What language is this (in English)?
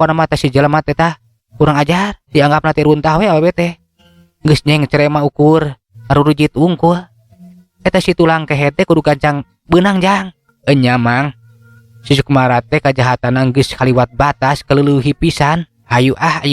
Sundanese